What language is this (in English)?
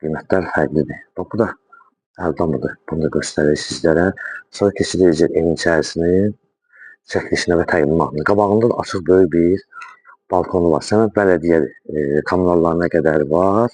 Azerbaijani